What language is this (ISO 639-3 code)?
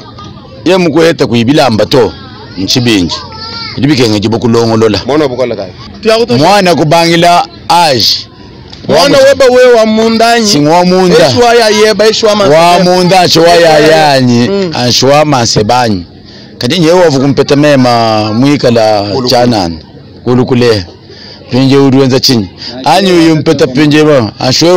lua